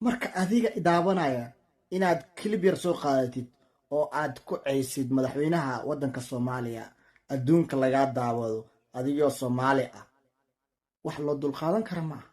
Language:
Somali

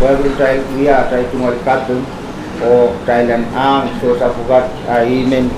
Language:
Pohnpeian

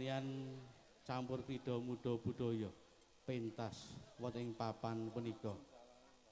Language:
Javanese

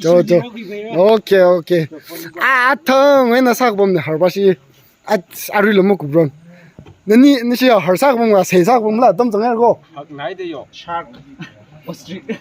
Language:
Tangkhul Naga (India)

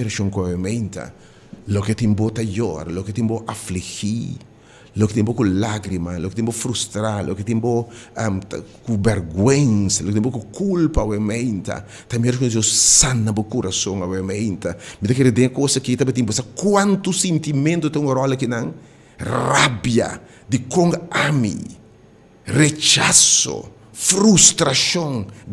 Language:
Papiamento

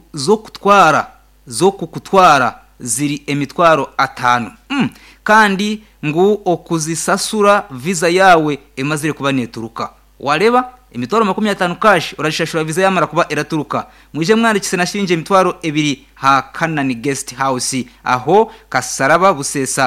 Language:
Nyankole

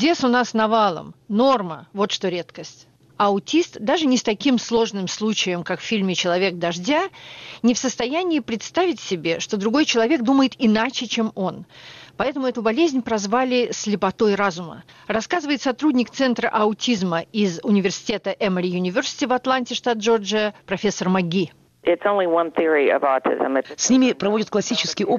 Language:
Russian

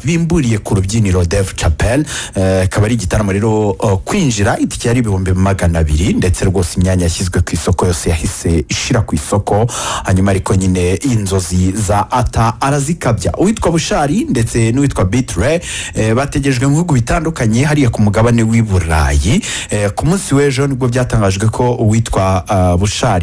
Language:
Kinyarwanda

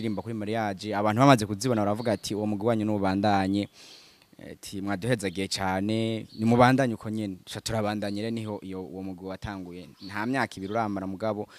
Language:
Rundi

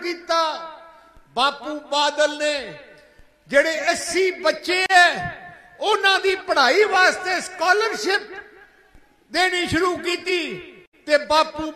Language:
Punjabi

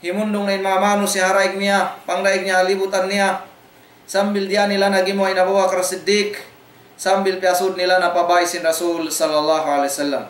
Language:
Tausug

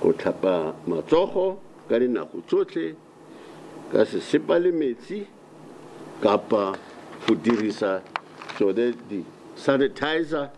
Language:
Tswana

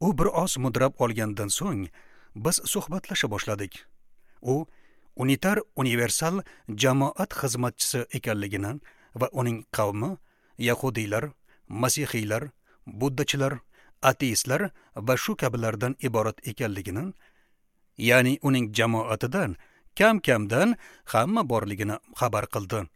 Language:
Uzbek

